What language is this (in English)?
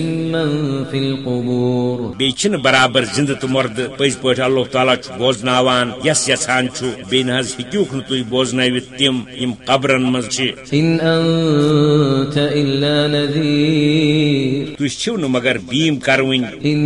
Kashmiri